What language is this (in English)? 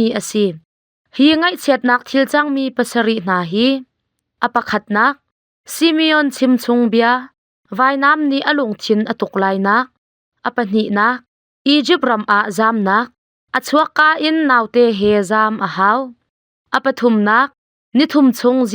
Hakha Chin